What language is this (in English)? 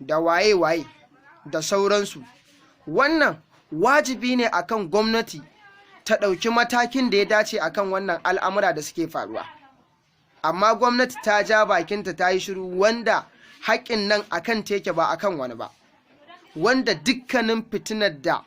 Hausa